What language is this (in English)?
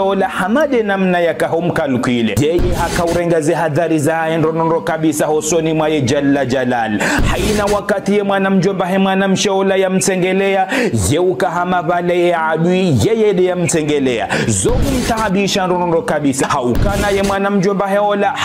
Ngazidja Comorian